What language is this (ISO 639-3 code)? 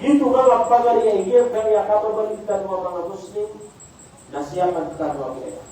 mrw